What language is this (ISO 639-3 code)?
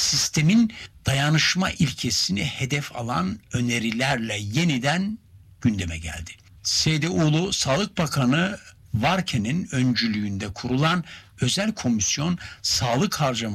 tur